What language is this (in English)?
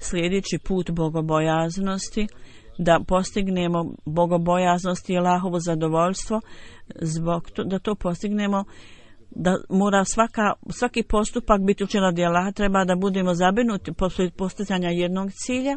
Bosnian